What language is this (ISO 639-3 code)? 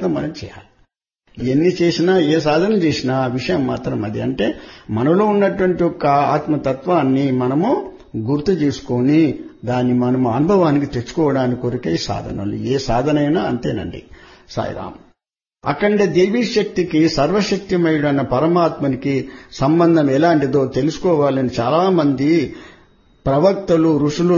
tel